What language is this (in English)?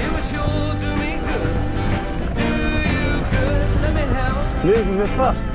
Western Frisian